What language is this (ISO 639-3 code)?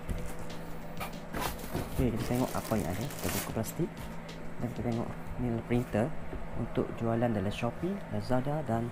msa